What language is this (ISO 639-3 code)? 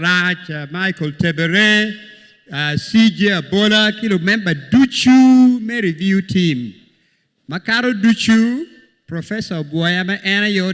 ach